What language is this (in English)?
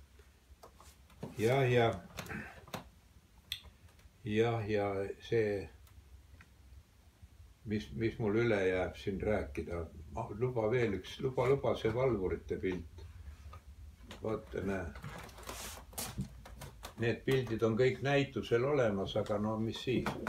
Estonian